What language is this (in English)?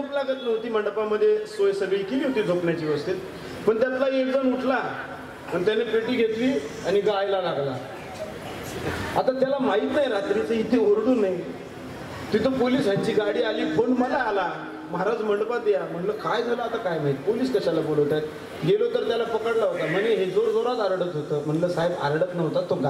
Marathi